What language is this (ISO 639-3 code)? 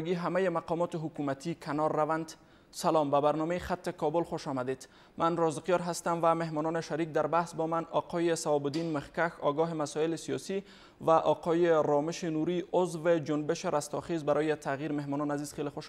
fas